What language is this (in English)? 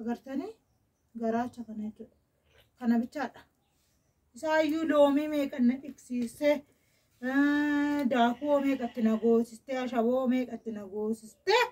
Oromo